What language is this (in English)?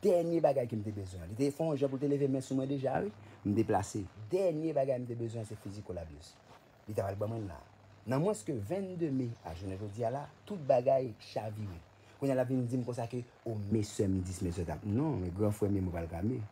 Haitian Creole